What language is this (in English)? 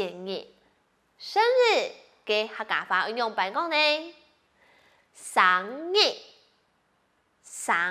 Hakka Chinese